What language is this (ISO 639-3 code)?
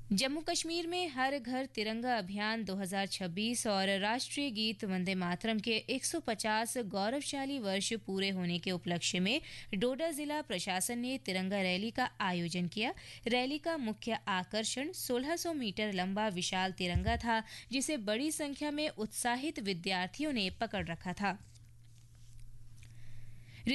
hin